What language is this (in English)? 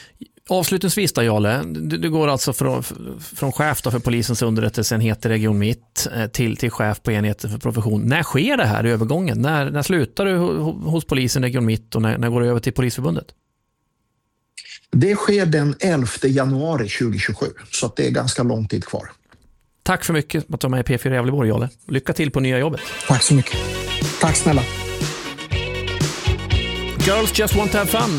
Swedish